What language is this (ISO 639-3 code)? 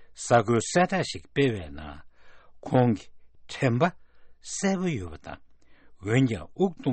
bod